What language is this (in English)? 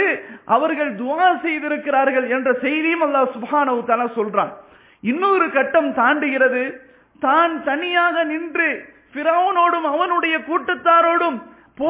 Tamil